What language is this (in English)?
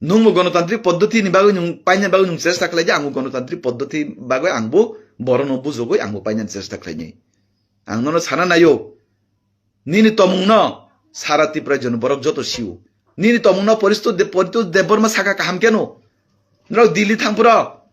Kok Borok